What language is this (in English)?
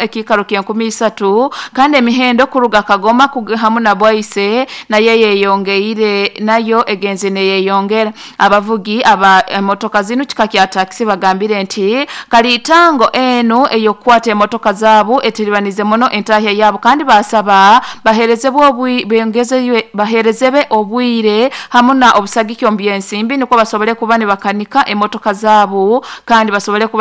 Nyoro